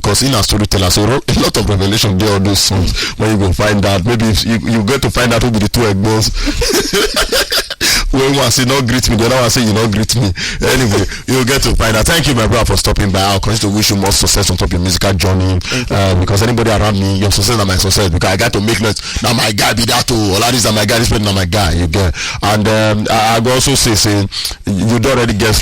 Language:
Nigerian Pidgin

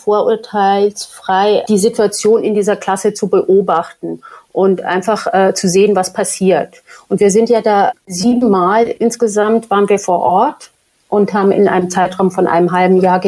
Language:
German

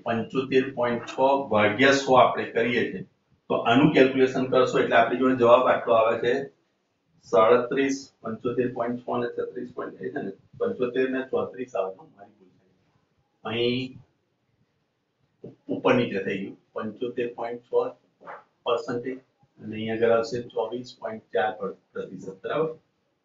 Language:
Gujarati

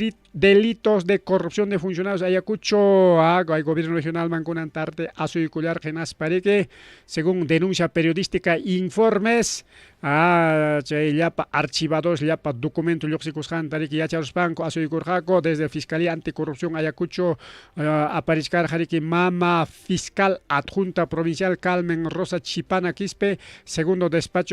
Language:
Ayacucho Quechua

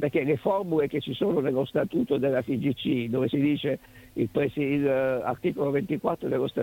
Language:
Italian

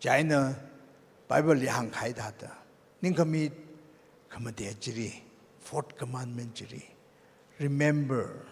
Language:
Tangkhul Naga (India)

